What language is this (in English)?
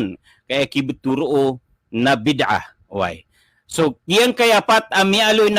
Maranao